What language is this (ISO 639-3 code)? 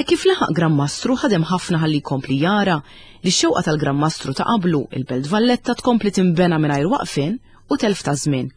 mlt